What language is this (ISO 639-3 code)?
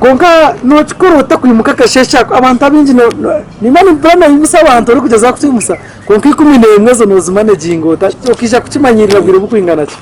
nyn